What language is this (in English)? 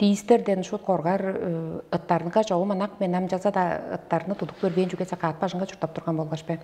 Tuvinian